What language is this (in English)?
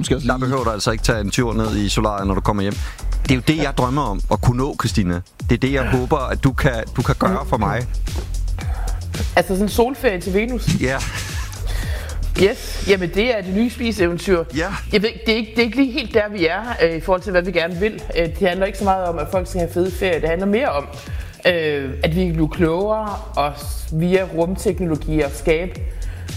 Danish